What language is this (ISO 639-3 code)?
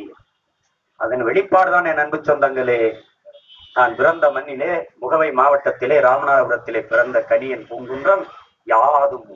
tam